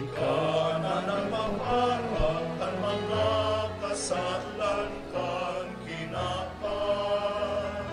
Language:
Bikol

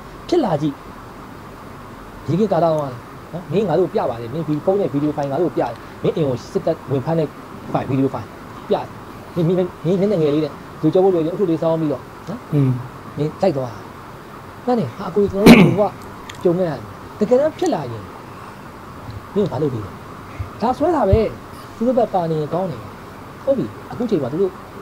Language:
Burmese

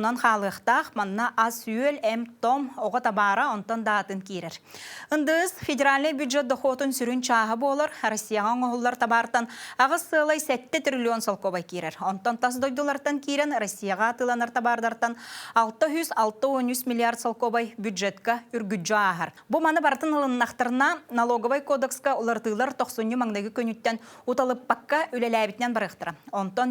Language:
Yakut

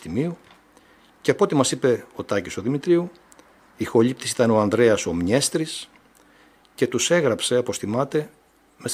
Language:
Greek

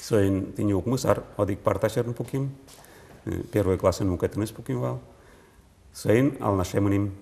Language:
Udmurt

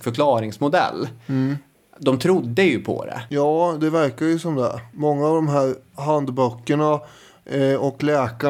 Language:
Swedish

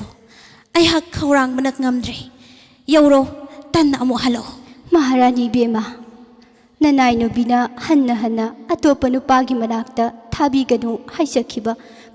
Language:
Manipuri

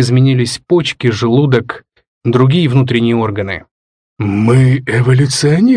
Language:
Russian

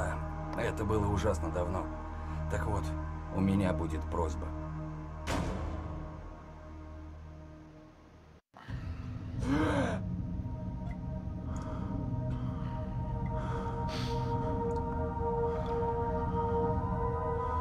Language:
Russian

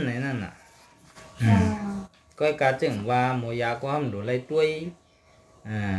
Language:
Shan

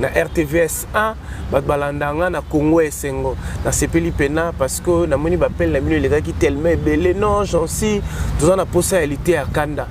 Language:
Lingala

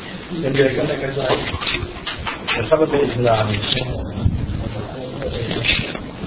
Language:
Thai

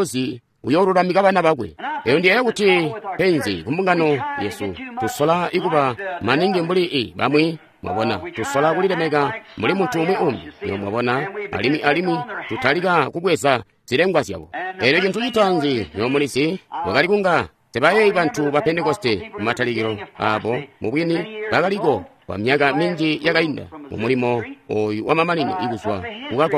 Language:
Tonga (Zambia)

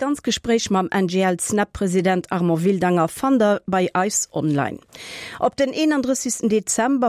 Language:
Luxembourgish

